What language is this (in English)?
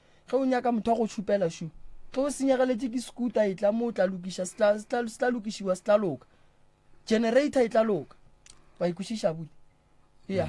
Northern Sotho